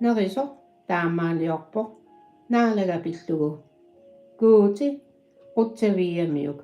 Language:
Kalaallisut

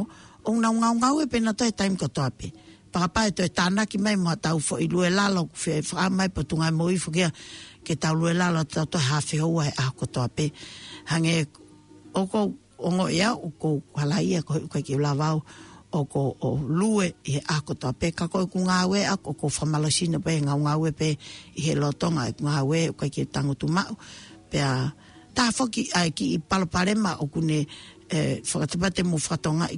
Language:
Tongan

